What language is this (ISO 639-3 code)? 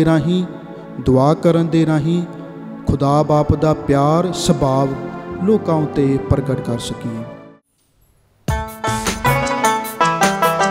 pan